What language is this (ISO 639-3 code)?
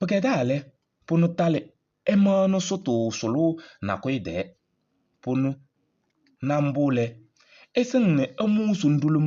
kbp